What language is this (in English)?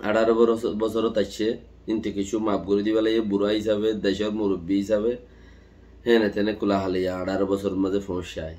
Rohingya